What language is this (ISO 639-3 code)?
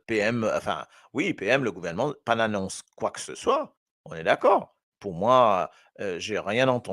mfe